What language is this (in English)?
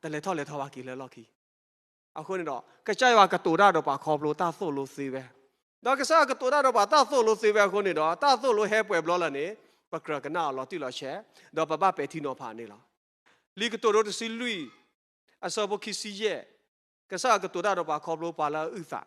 S'gaw Karen